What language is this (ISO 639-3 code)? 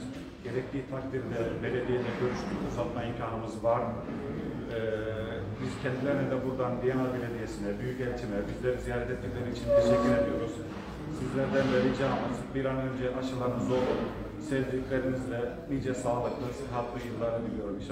tur